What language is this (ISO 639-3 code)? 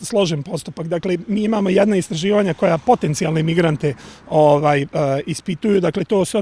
bos